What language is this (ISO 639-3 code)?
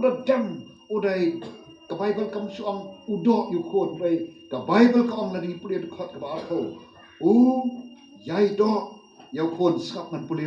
kha